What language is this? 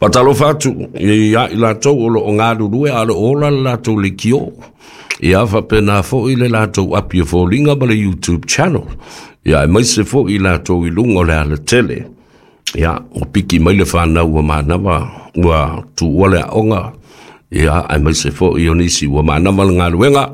Samoan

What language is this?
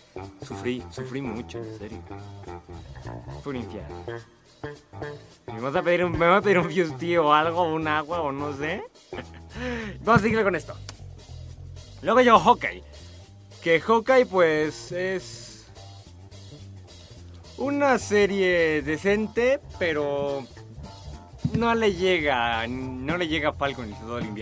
Spanish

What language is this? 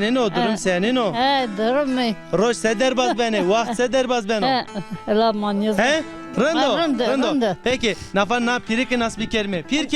Zaza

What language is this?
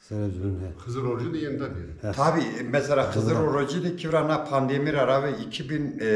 Zaza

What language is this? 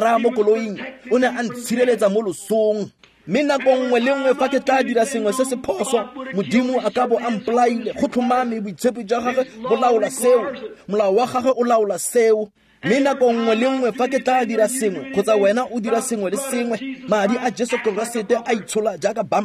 Tswana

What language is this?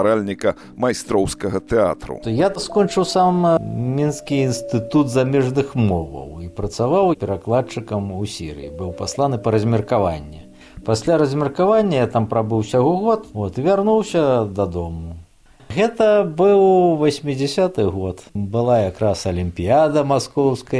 Belarusian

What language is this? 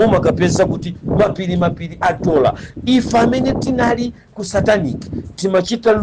Nyanja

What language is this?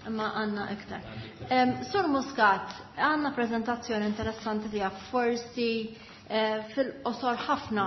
Maltese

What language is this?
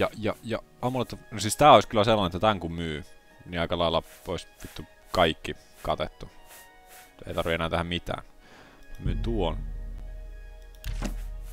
Finnish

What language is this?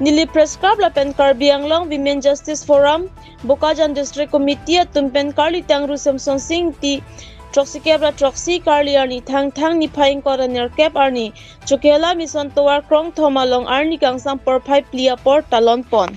Karbi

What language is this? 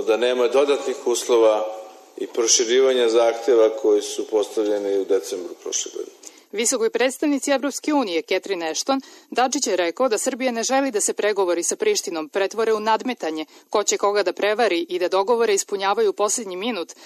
Serbian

